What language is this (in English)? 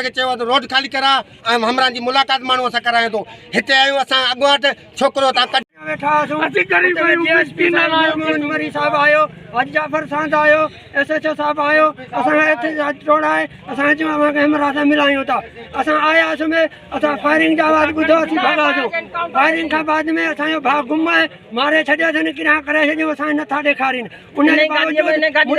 Sindhi